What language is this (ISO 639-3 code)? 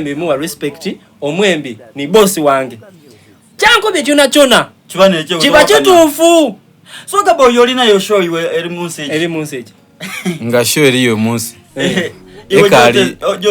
xog